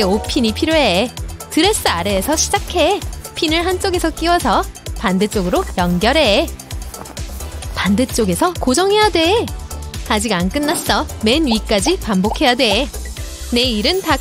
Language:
Korean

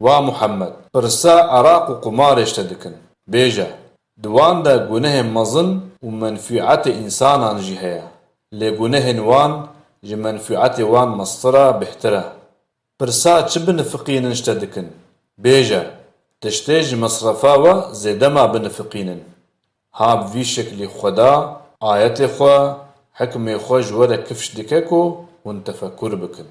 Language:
Kurdish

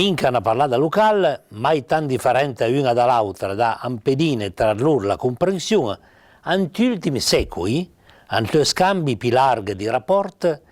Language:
Piedmontese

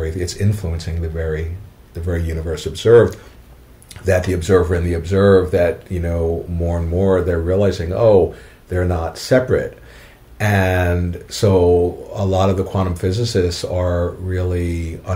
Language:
English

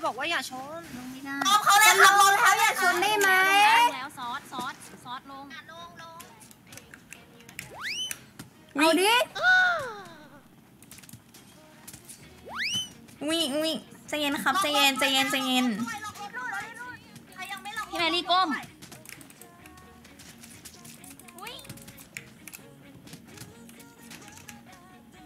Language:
Thai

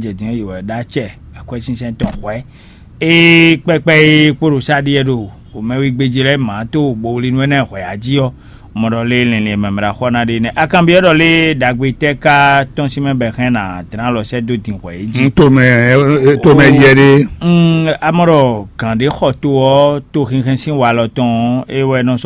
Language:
Fon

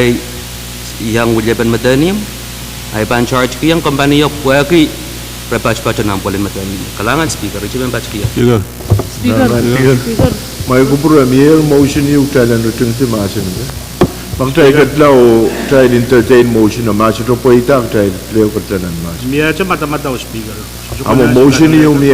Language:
Pohnpeian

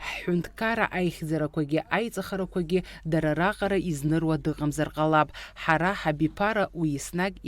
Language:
Abkhazian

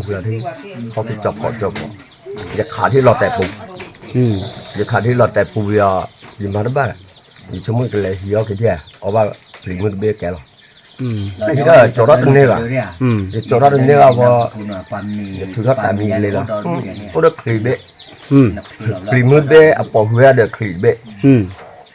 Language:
S'gaw Karen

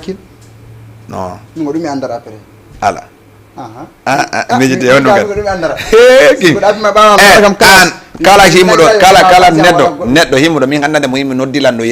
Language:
Fula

